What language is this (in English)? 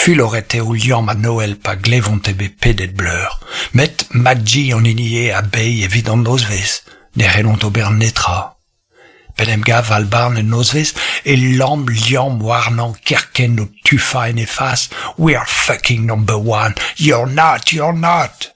Breton